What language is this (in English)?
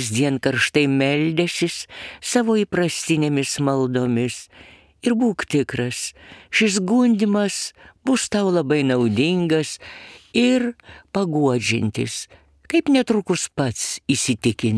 Lithuanian